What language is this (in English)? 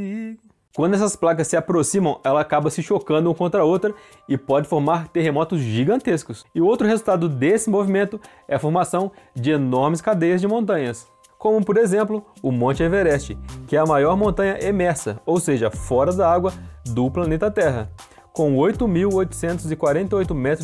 Portuguese